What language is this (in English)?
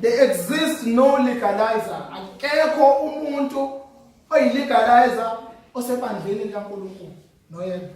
Zulu